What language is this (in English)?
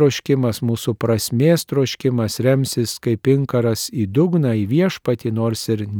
Lithuanian